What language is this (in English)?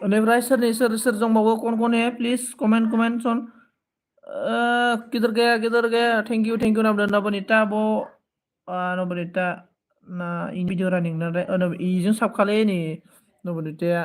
Bodo